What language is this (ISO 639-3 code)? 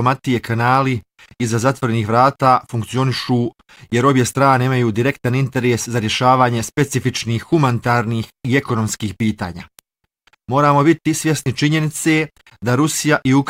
bos